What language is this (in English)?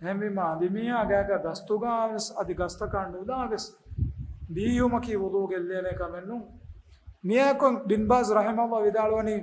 Divehi